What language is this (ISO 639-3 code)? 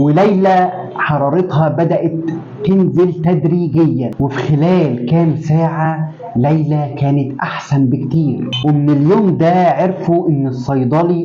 arz